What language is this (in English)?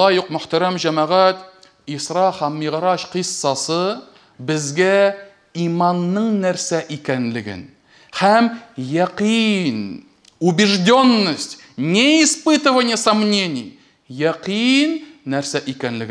Tatar